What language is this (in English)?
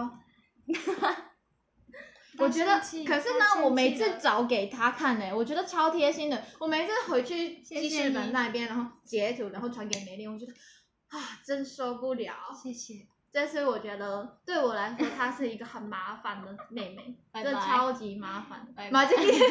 Chinese